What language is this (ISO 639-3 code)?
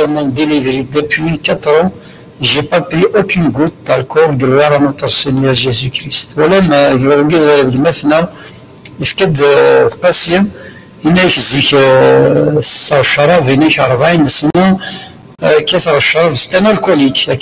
kab